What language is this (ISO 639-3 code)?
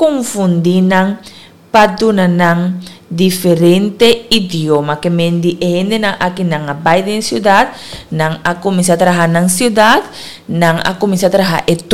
pap